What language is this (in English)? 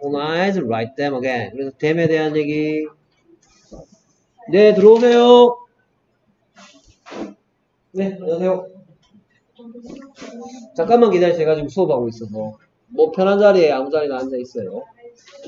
Korean